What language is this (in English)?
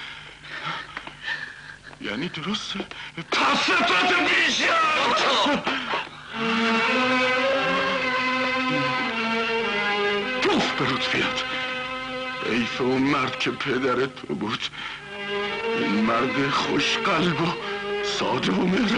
Persian